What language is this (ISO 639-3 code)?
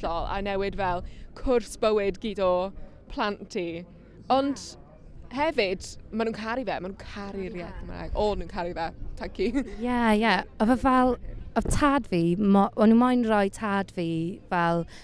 cym